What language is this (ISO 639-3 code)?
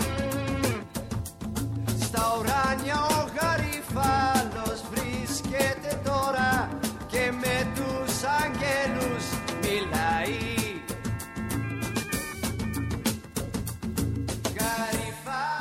ell